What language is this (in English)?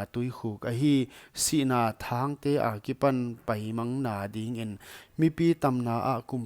Paite Chin